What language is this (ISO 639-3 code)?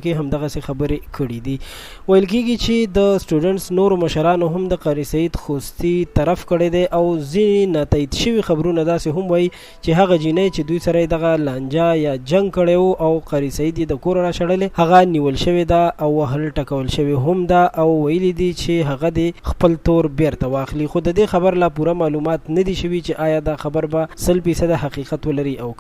pus